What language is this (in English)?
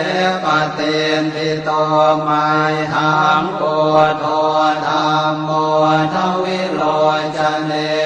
Pali